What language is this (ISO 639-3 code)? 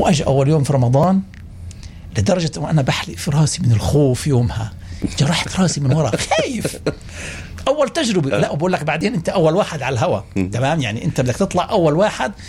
apc